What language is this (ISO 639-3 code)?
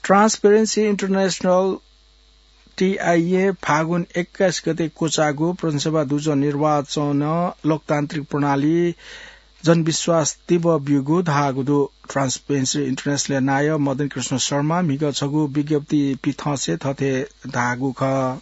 new